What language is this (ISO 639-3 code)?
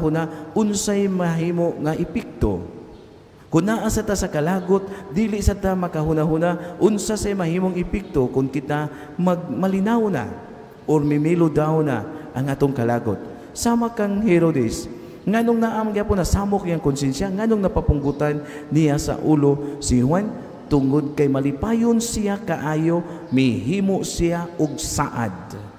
ceb